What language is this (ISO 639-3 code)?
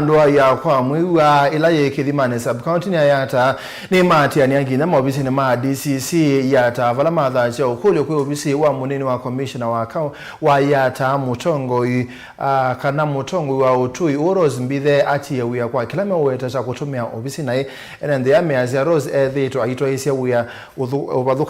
kam